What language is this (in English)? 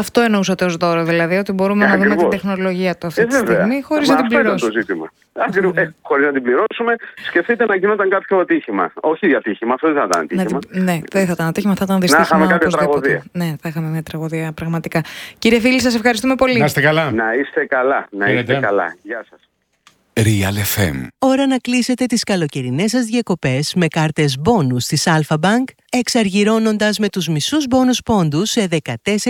Greek